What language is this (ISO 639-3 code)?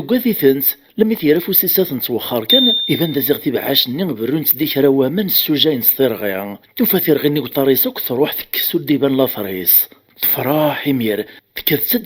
kab